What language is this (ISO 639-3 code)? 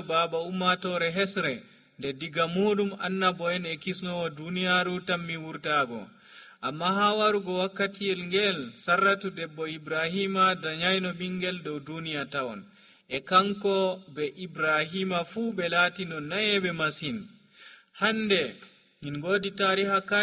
fuv